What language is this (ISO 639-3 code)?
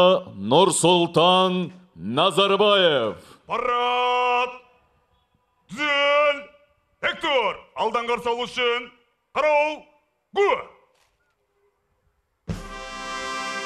kaz